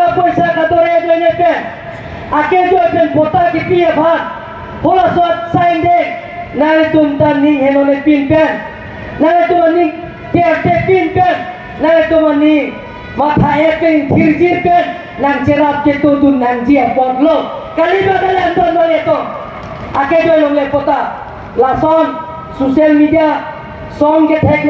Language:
Karbi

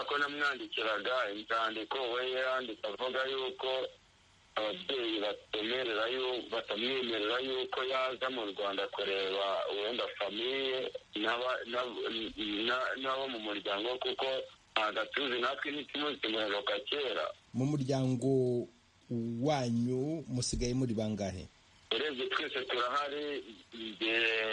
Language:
Kinyarwanda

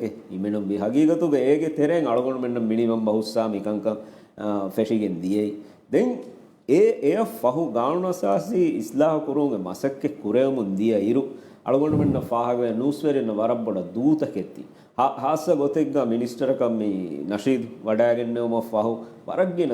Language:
Divehi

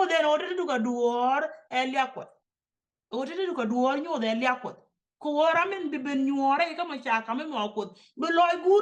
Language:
Nuer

